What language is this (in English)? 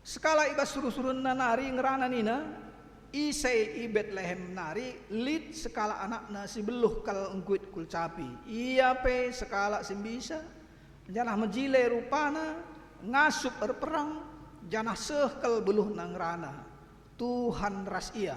Batak Karo